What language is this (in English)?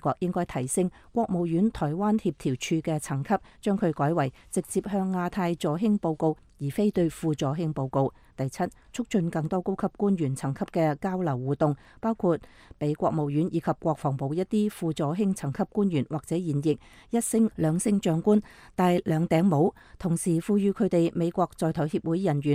Cantonese